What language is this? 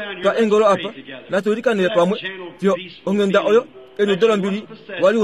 Kuanyama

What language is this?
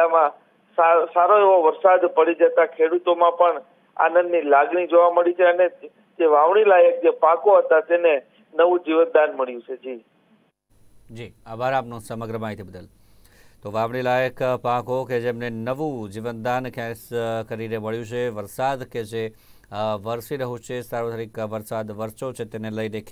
Gujarati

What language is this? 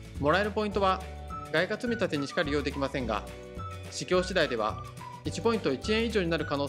Japanese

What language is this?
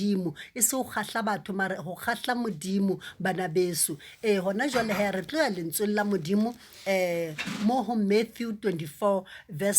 Southern Sotho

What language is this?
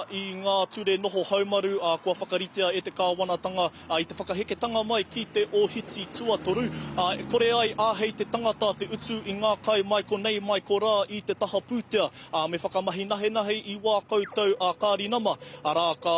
Māori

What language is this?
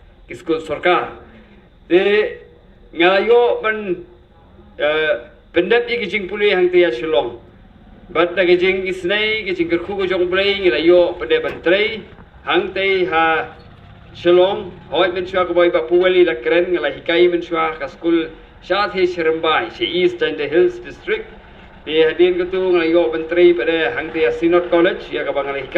Khasi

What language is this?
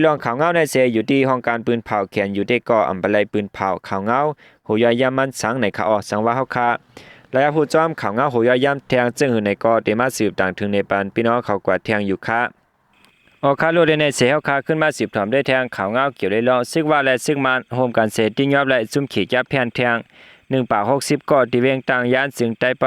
Shan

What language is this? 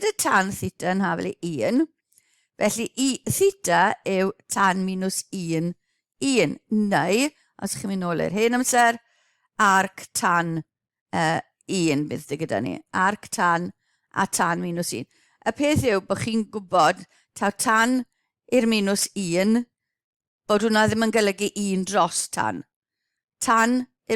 Welsh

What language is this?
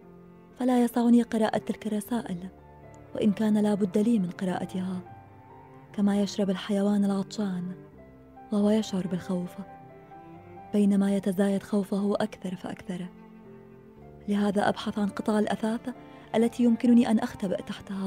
Arabic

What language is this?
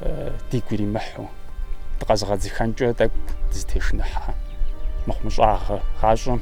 Kabardian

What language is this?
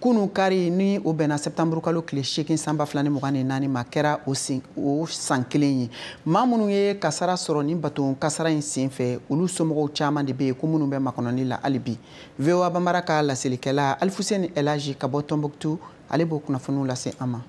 Bambara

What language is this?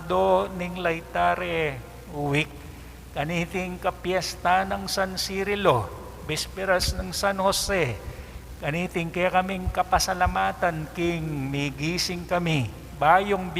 Pampanga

